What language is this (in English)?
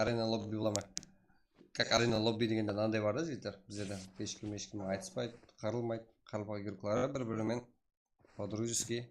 Kara-Kalpak